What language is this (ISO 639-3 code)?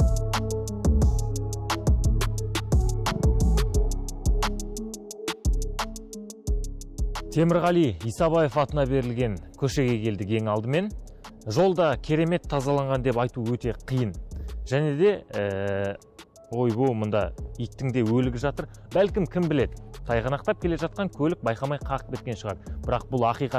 kaz